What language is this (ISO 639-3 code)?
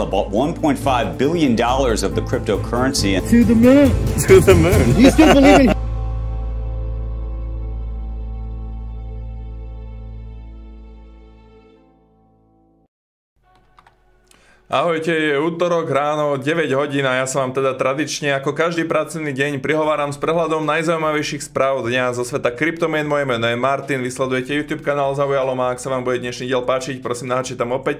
slk